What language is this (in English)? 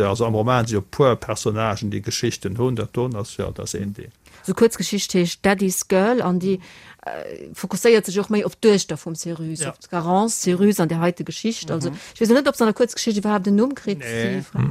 Luxembourgish